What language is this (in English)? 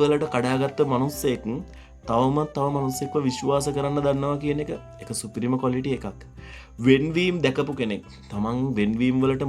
Sinhala